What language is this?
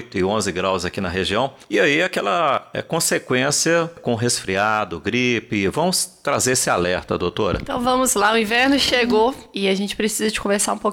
Portuguese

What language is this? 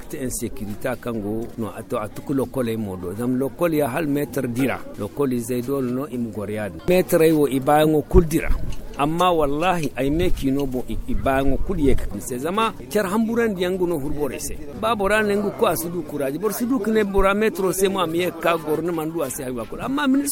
Zarma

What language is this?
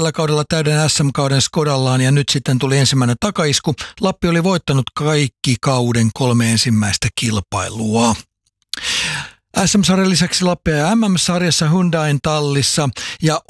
Finnish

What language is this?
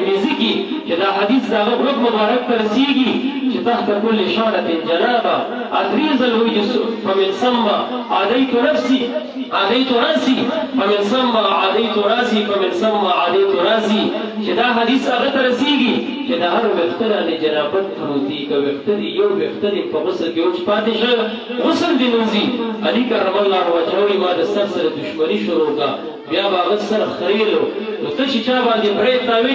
Pashto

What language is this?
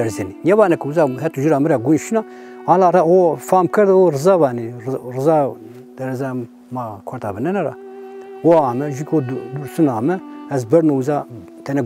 Zaza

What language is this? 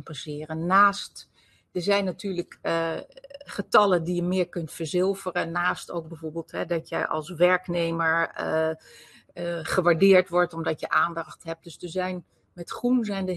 Dutch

